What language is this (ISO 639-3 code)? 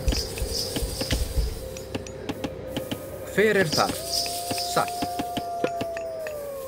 isl